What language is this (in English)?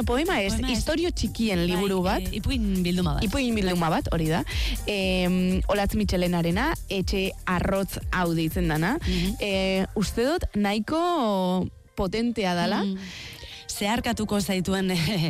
Basque